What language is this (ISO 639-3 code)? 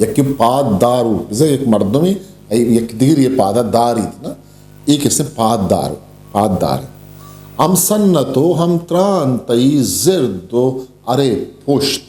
bgp